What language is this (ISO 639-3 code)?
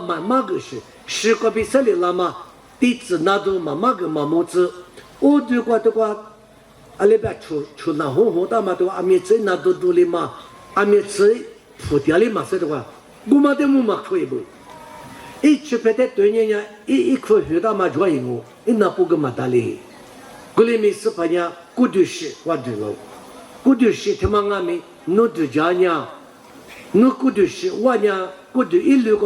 lis